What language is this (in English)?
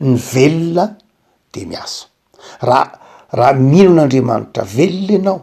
Malagasy